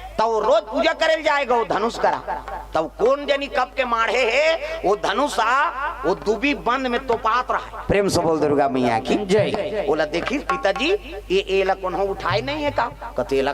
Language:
Chhattisgarhi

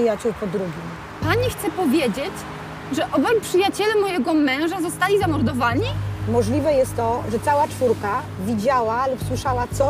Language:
Polish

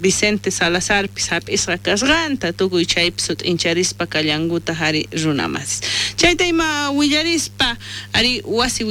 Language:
South Bolivian Quechua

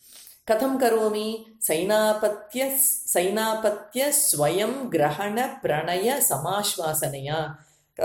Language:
Sanskrit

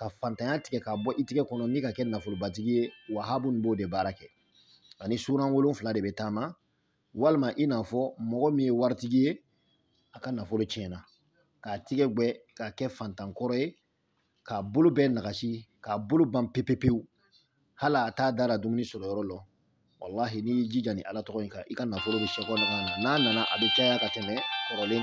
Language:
Bambara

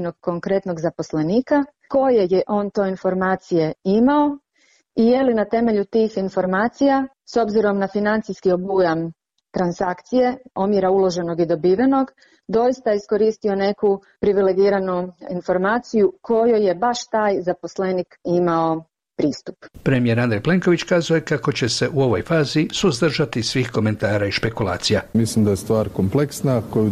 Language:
Croatian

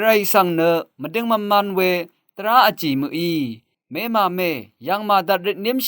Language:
Rawang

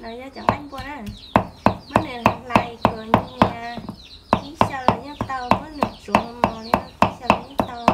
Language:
Hmong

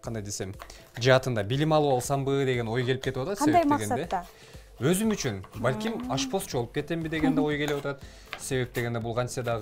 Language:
Kyrgyz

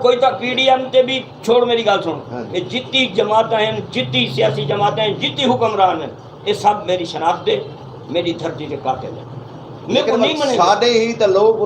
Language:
Saraiki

